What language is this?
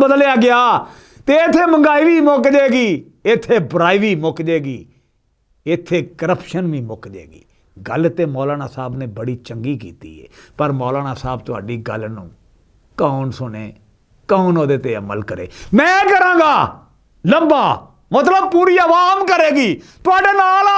Western Panjabi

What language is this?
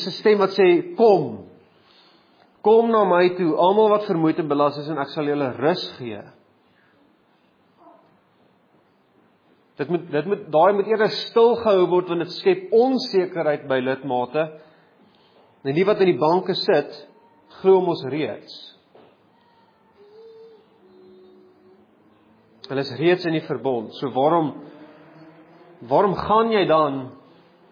Afrikaans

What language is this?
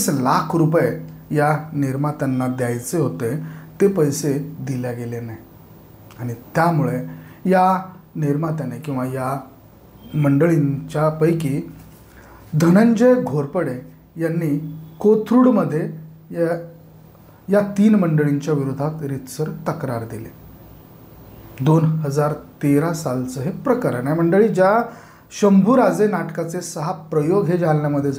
Marathi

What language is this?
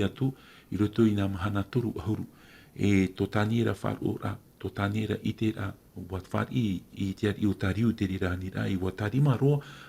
Tahitian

